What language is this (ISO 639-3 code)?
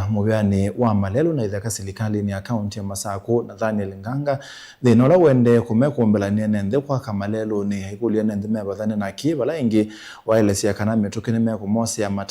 kam